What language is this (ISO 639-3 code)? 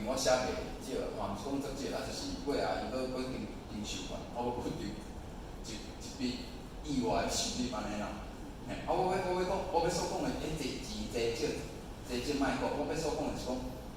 nan